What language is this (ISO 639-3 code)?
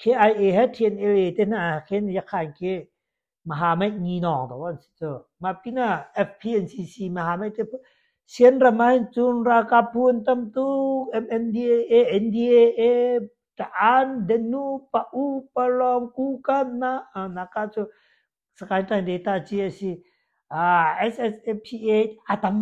cnh